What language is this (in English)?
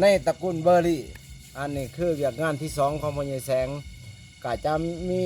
Lao